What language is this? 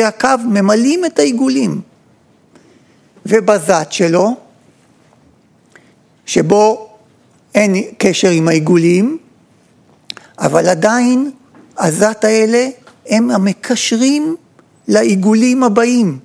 Hebrew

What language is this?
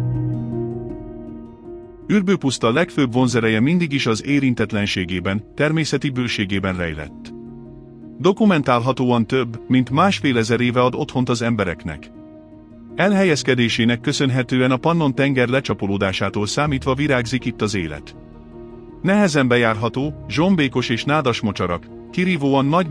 Hungarian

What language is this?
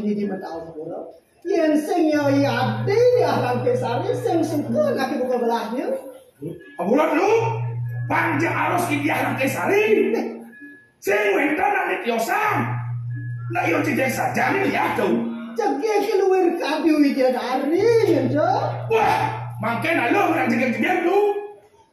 Balinese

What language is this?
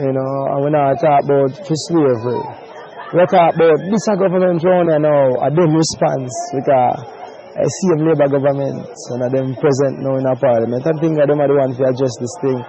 Jamaican Creole English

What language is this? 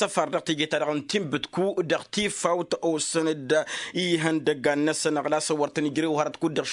Tamasheq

